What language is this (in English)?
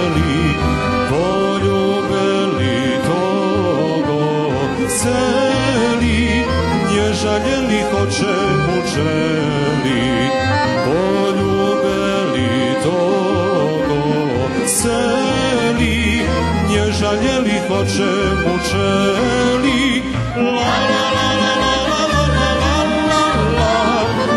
Rusyn